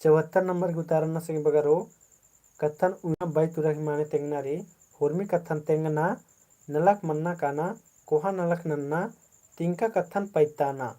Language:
Kurukh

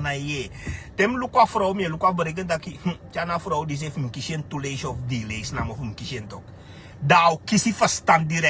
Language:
Sranan Tongo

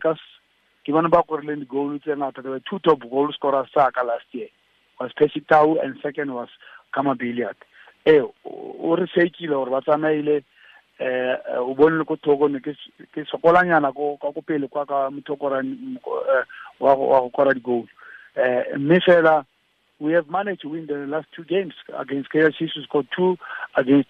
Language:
Tswana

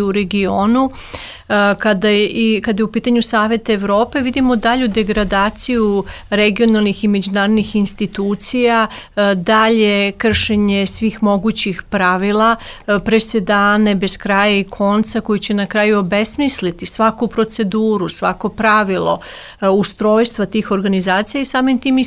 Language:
Serbian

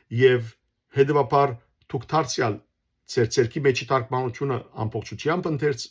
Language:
Western Armenian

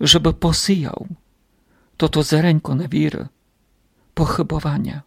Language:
Rusyn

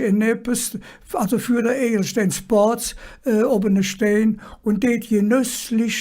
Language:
Colognian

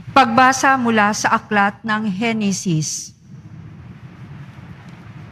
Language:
Filipino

